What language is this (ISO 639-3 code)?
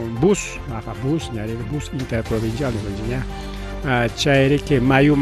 quy